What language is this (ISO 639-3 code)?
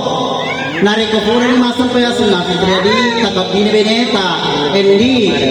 bug